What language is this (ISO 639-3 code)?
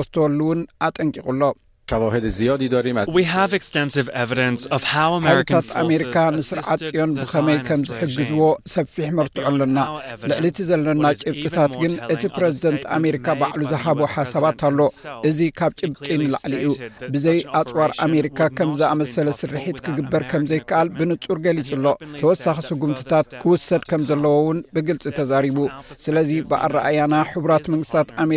tir